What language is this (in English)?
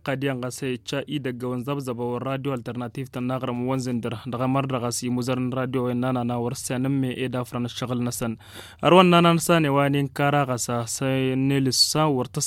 Tamasheq